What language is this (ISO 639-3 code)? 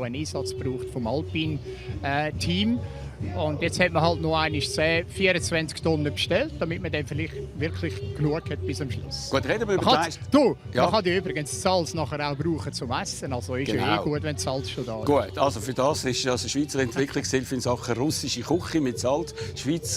gsw